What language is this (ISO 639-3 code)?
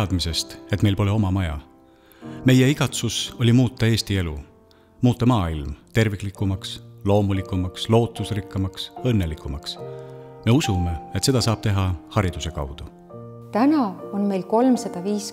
est